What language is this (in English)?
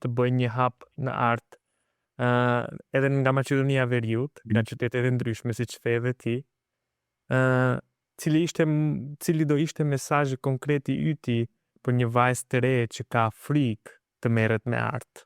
Albanian